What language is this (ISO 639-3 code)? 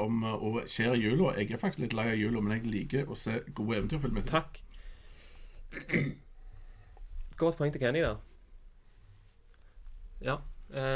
nor